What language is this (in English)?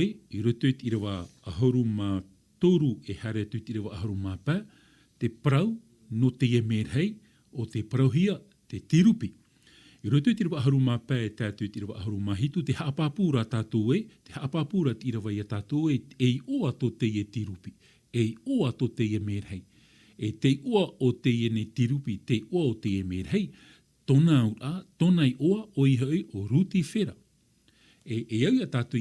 Tahitian